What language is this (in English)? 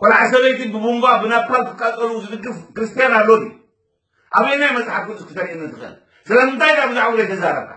Tigrinya